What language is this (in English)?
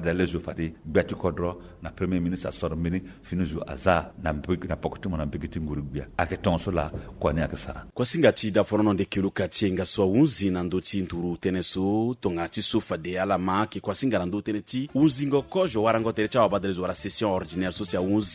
Sango